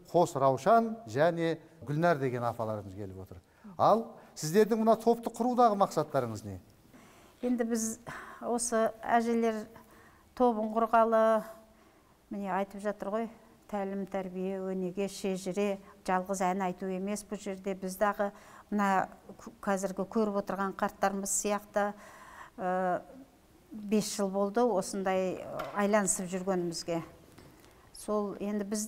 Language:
Kazakh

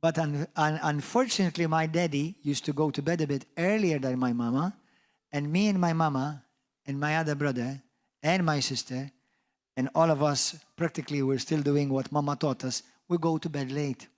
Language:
English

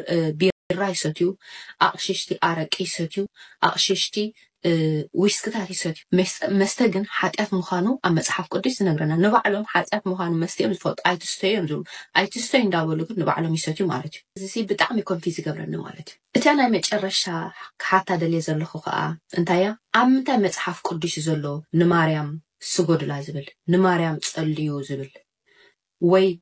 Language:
Tigrinya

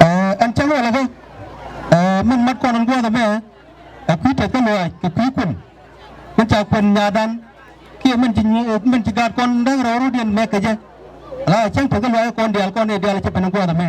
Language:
Nuer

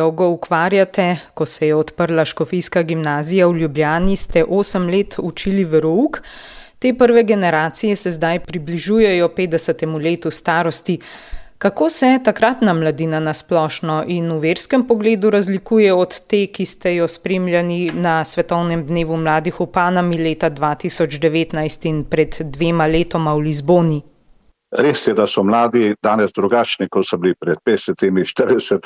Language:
Slovenian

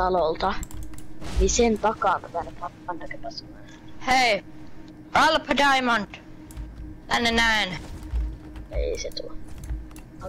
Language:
Finnish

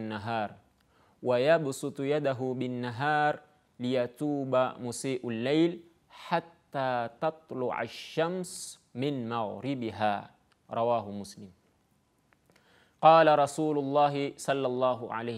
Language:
Swahili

